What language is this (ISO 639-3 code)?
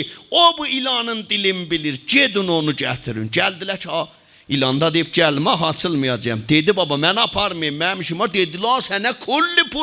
azb